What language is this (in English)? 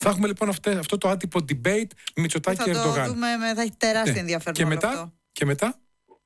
Greek